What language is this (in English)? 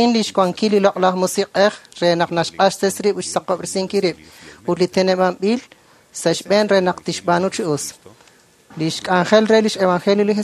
Kekchí